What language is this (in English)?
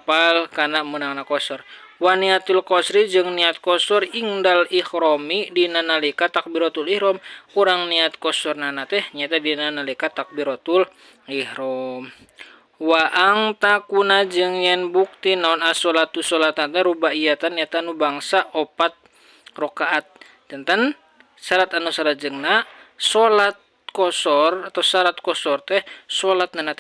Sundanese